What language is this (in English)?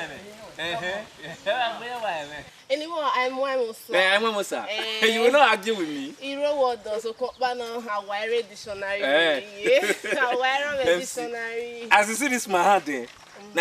Bini